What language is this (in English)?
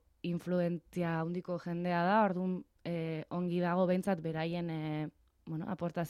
Basque